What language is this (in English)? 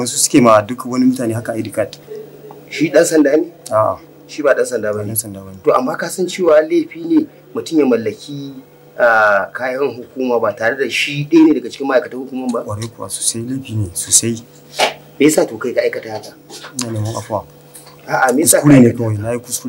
Hausa